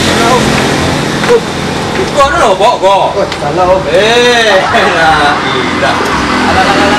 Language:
Minangkabau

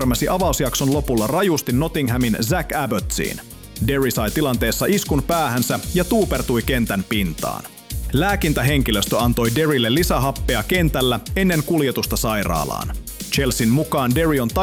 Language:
Finnish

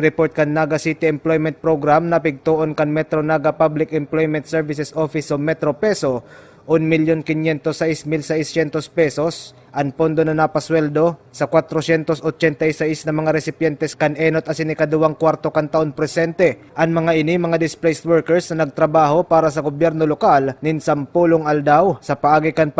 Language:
Bikol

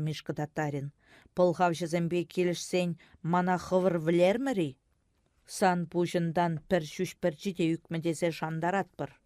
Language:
Chuvash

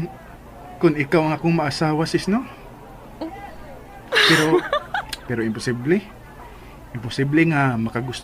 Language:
Cebuano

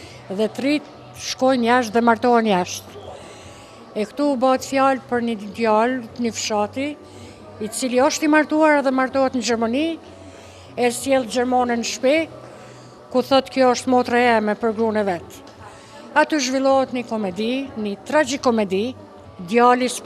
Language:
Albanian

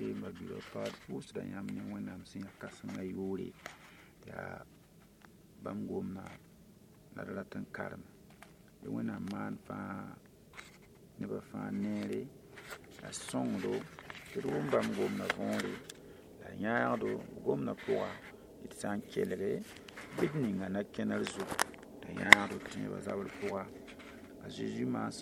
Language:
Mossi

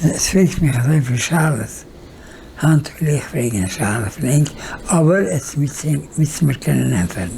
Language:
Yiddish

